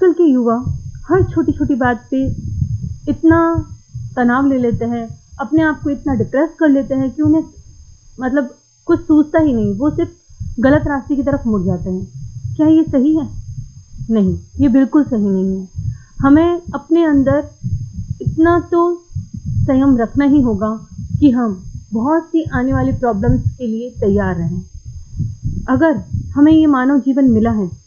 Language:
Hindi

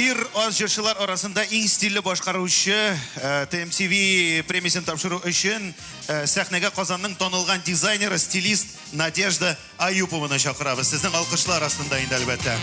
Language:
Tatar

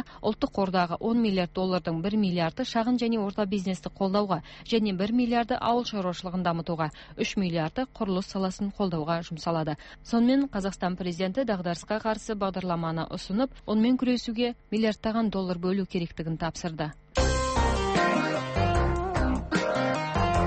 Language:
Kazakh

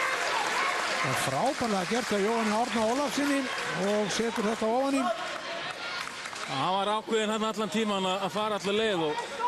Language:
Icelandic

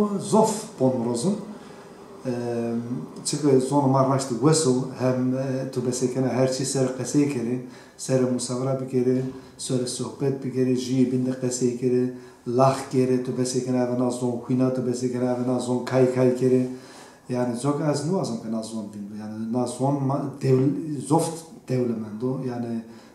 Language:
Zaza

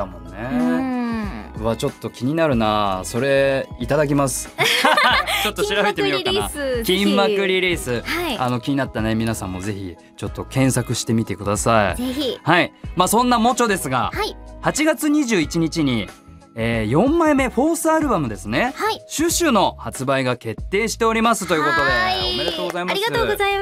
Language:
Japanese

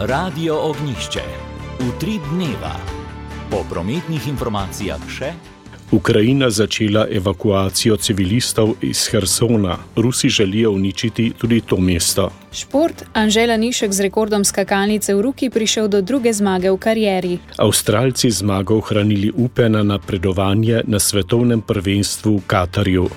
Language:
Slovenian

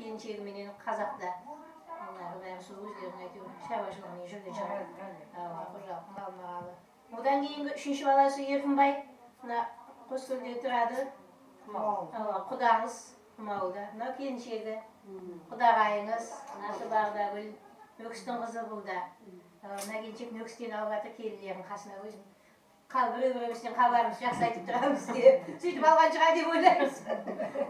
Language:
Kara-Kalpak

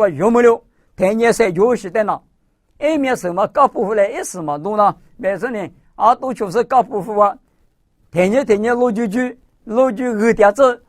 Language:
Lisu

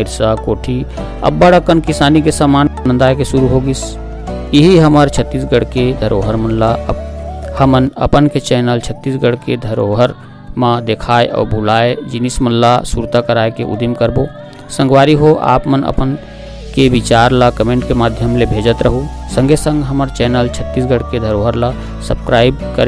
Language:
Chhattisgarhi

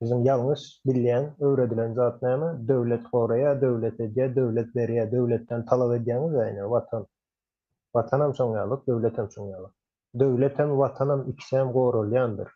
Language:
Turkmen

